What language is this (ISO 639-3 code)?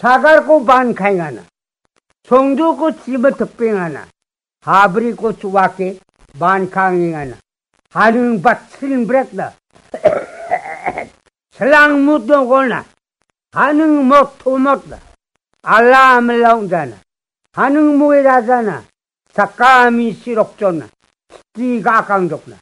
grt